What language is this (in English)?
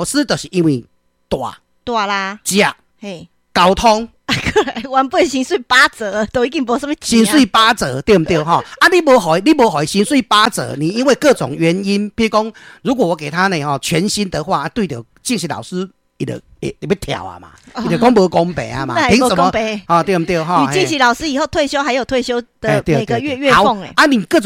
Min Nan Chinese